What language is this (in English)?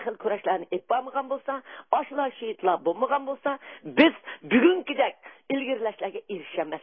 Uyghur